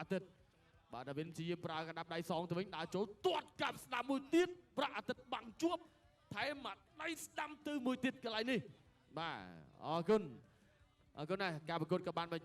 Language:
Khmer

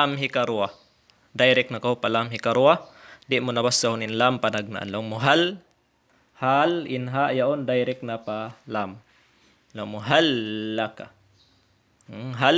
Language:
Tausug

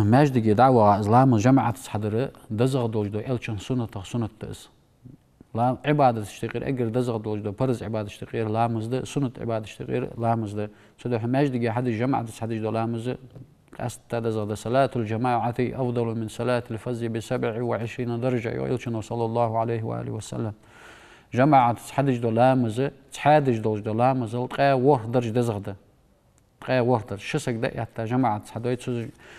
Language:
Ingush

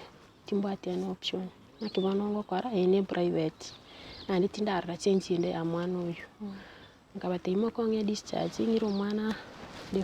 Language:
Gusii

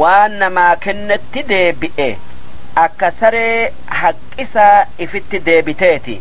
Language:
Oromo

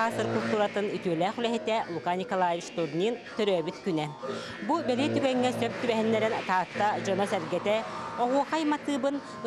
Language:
Yakut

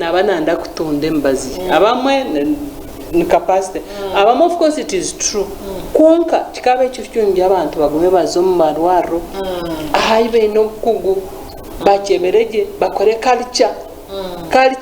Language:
Nyankole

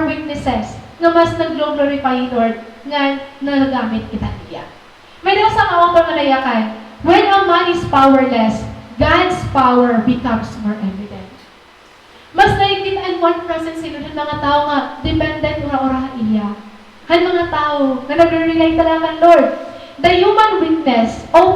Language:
Waray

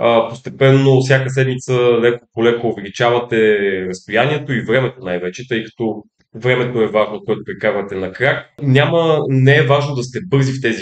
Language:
Bulgarian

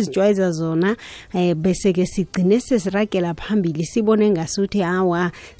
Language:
South Ndebele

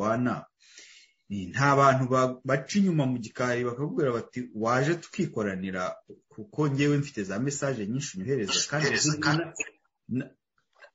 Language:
Kinyarwanda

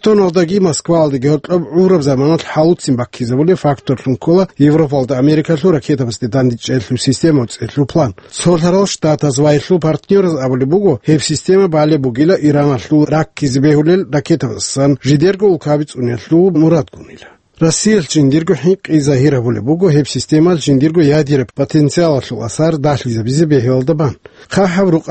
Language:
Avaric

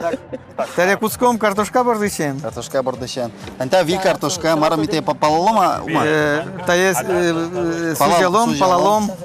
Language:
Udmurt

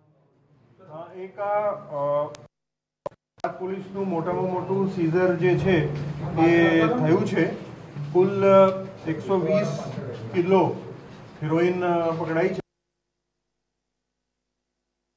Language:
Gujarati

